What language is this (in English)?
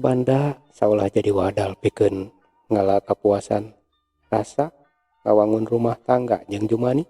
Sundanese